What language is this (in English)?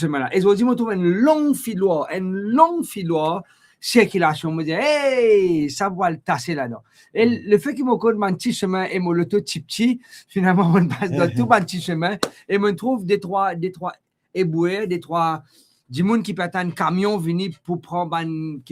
Morisyen